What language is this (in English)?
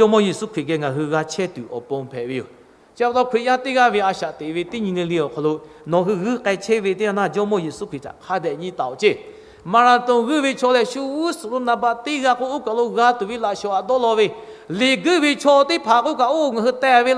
Lahu